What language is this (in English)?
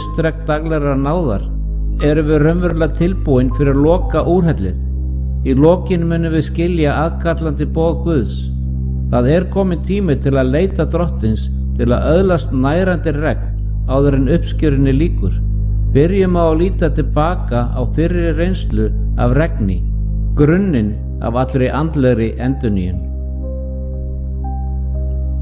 Icelandic